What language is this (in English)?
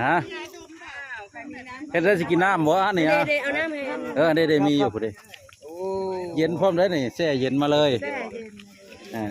Northeastern Thai